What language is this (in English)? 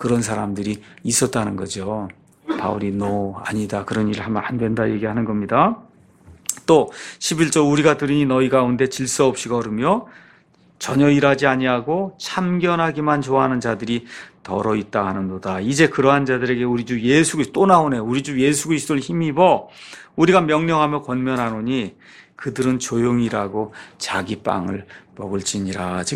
Korean